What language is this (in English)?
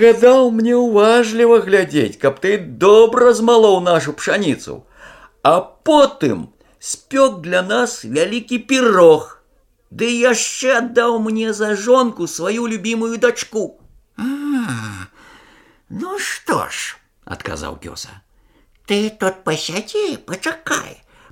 Belarusian